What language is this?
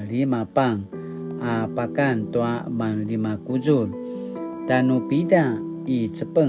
Paiwan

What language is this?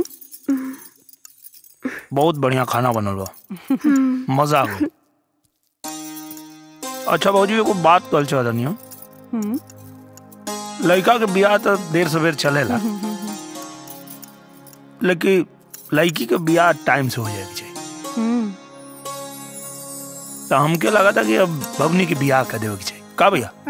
Bhojpuri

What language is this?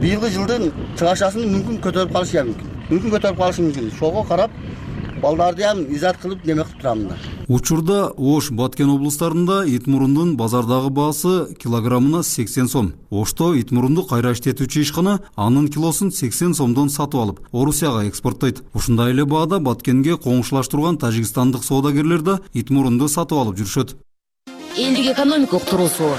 Kyrgyz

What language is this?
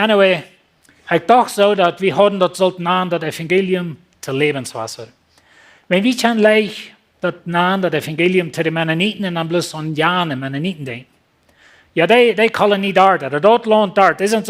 Plautdietsch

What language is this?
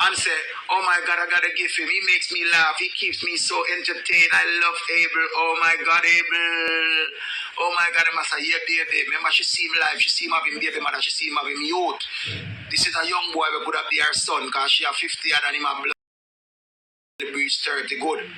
Jamaican Creole English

